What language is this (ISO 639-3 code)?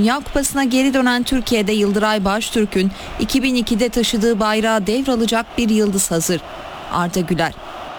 tur